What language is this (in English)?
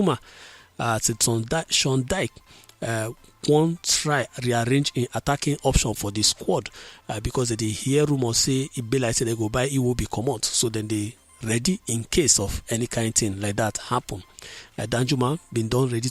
Nigerian Pidgin